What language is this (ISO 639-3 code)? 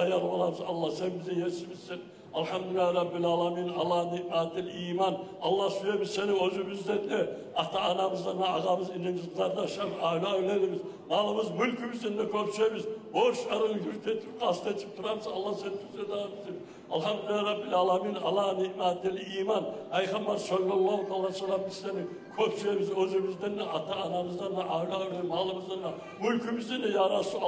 kum